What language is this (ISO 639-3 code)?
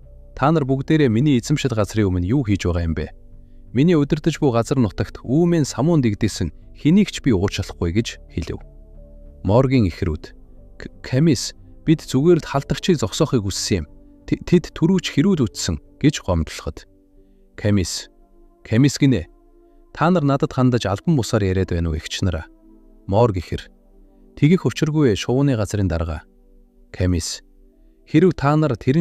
mon